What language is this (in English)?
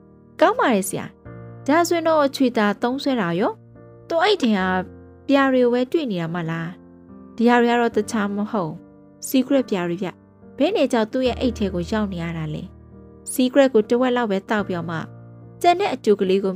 Burmese